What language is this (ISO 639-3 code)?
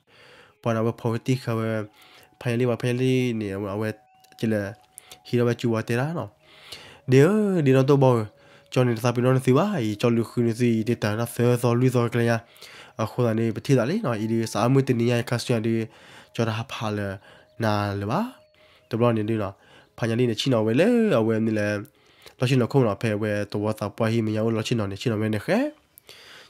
ksw